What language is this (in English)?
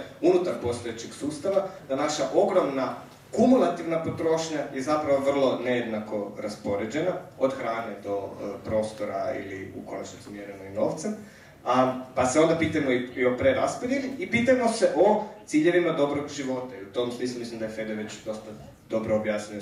Croatian